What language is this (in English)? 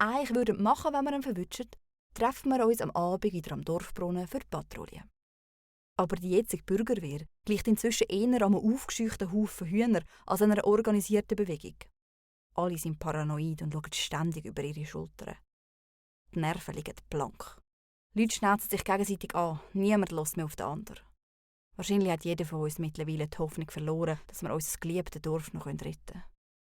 Swiss German